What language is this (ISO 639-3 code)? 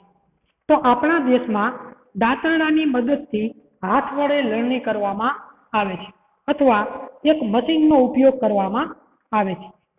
guj